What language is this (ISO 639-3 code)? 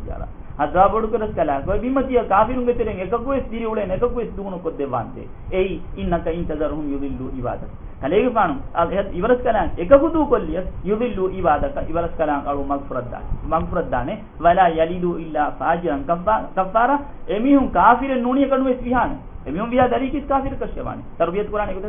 div